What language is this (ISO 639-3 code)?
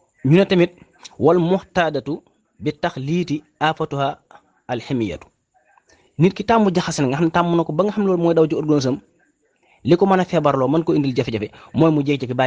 wol